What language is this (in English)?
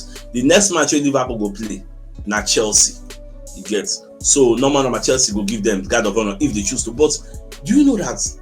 Nigerian Pidgin